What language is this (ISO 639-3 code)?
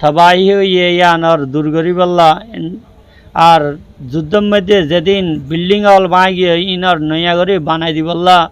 rhg